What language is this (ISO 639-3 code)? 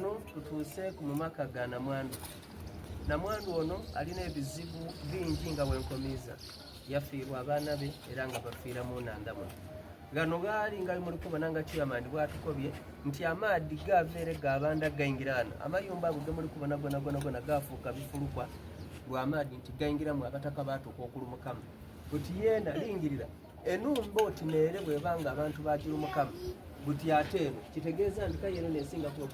xog